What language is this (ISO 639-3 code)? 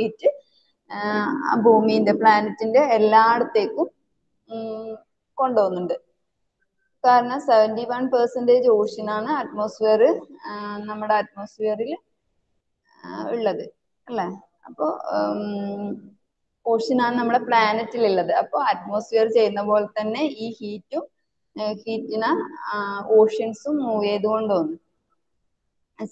mal